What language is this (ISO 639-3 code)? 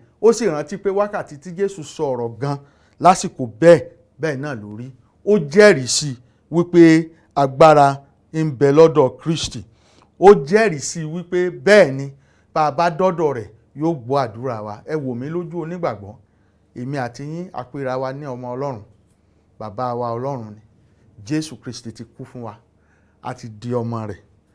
yor